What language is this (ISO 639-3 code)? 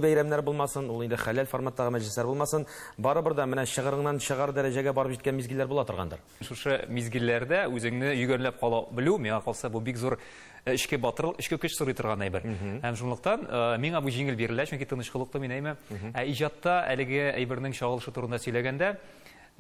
tat